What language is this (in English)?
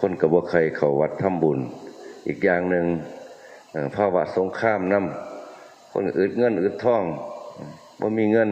Northeastern Thai